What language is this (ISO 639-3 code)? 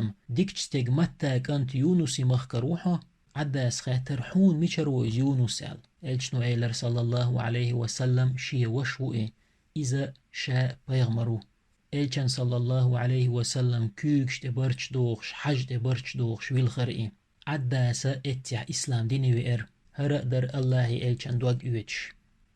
che